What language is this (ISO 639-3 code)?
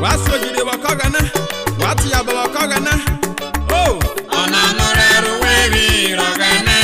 urh